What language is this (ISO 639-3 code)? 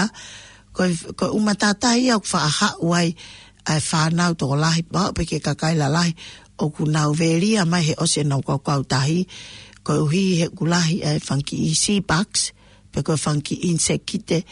ton